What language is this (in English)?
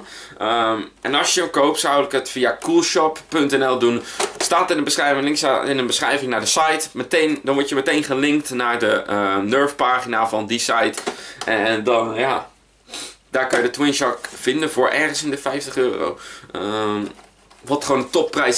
Dutch